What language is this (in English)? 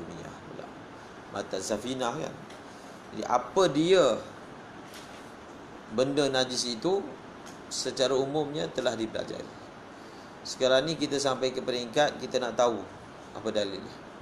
Malay